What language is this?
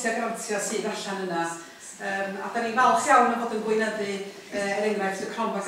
Welsh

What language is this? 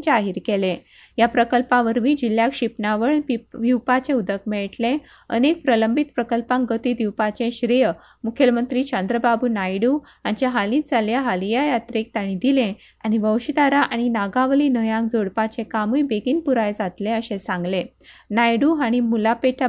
Konkani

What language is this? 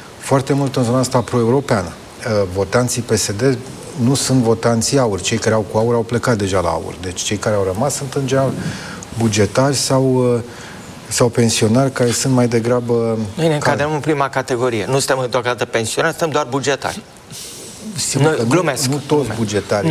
Romanian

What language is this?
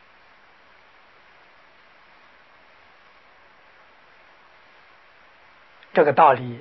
Chinese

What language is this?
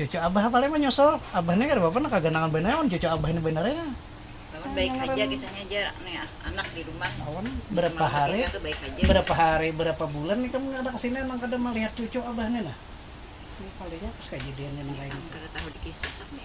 Banjar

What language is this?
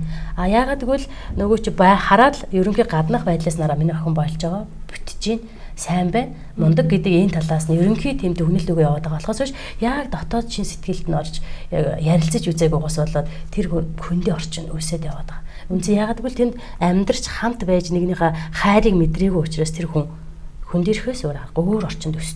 Mongolian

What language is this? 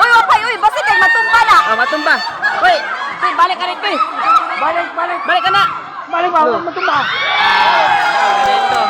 Cebuano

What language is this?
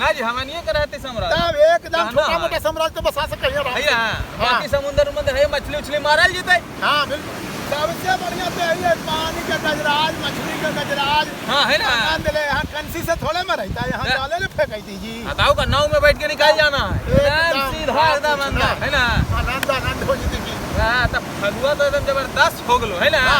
Magahi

